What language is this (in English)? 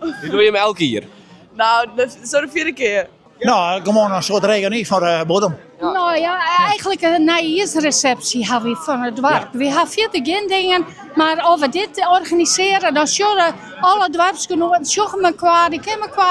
Western Frisian